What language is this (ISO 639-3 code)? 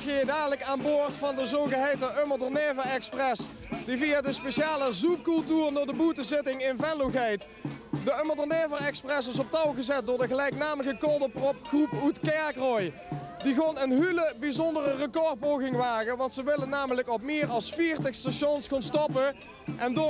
lim